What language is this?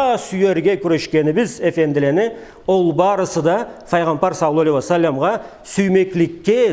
Karachay-Balkar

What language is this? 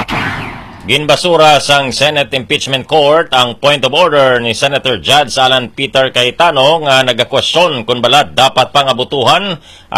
Hiligaynon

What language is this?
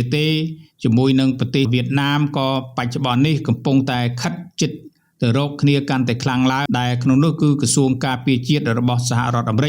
Khmer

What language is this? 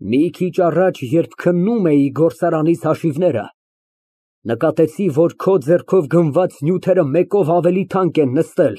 Armenian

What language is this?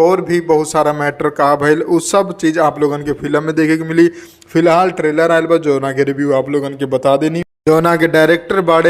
Bhojpuri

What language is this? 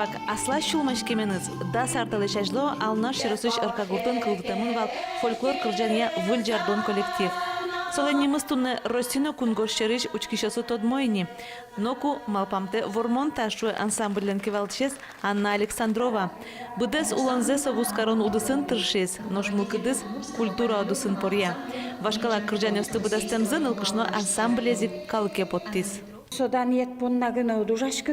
Udmurt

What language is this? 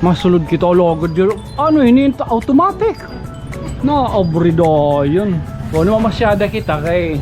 Waray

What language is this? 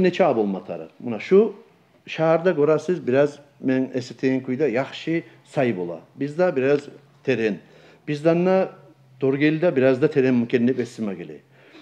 Kumyk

